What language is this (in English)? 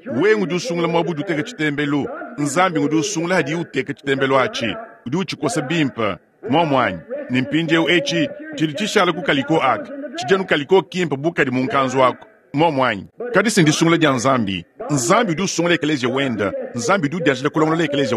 Luba-Lulua